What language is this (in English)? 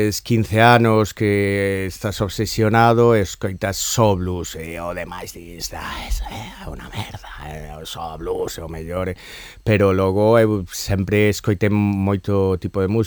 Galician